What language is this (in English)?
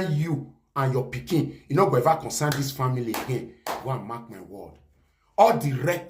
Nigerian Pidgin